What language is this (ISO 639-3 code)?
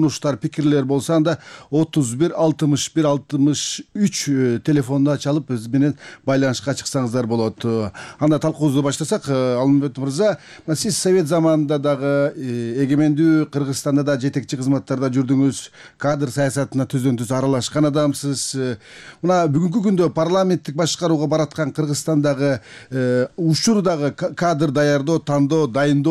kir